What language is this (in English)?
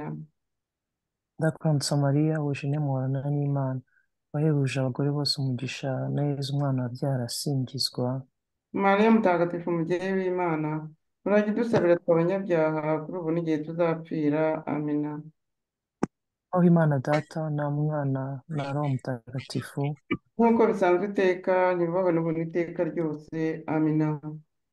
Kinyarwanda